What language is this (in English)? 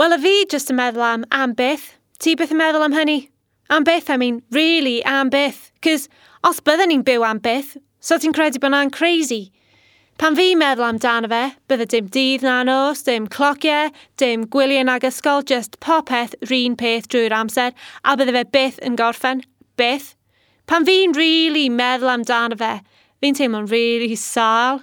Welsh